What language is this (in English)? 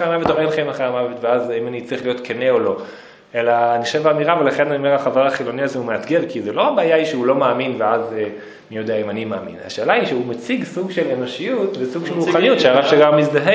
Hebrew